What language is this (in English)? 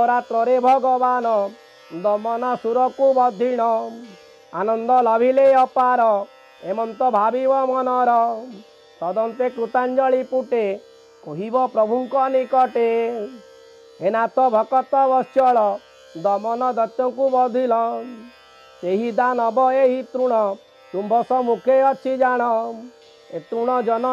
Odia